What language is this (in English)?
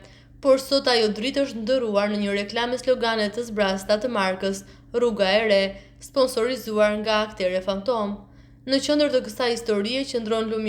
Albanian